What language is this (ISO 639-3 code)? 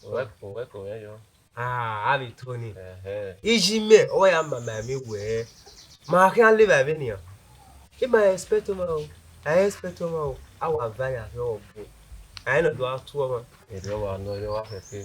bin